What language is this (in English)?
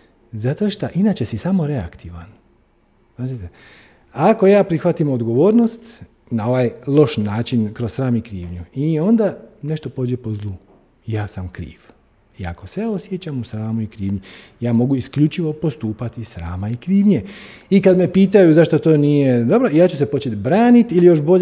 Croatian